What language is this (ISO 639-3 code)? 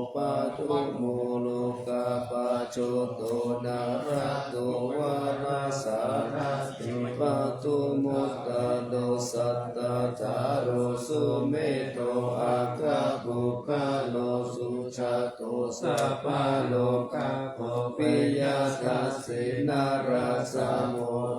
pli